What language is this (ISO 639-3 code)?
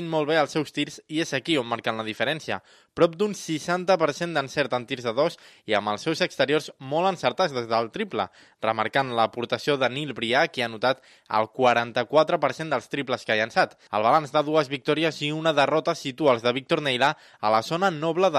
cat